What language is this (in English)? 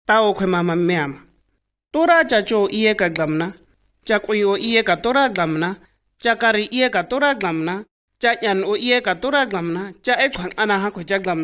Shua